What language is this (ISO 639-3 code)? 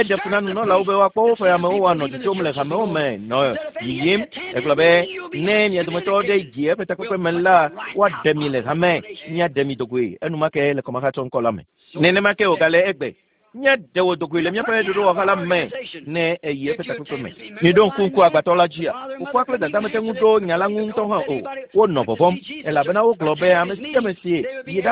ewe